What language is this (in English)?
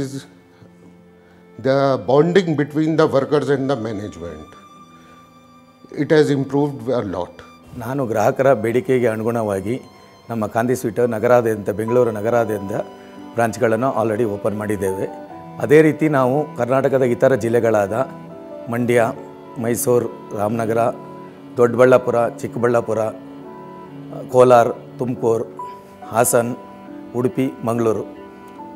Kannada